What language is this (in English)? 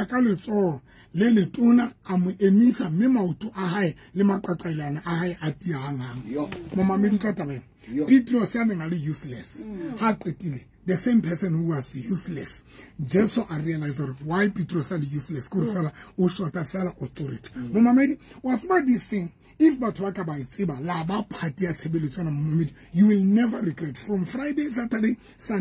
Southern Sotho